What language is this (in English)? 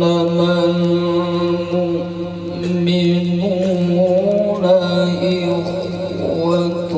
Achinese